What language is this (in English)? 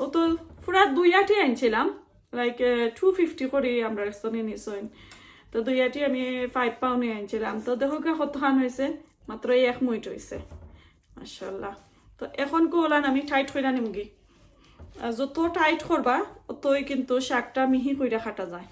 Sylheti